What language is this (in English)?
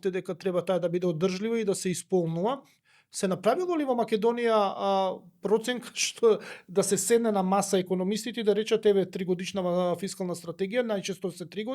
Macedonian